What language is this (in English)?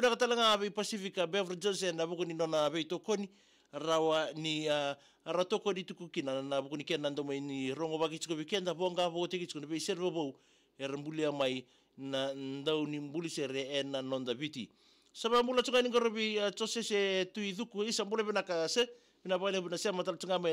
Fijian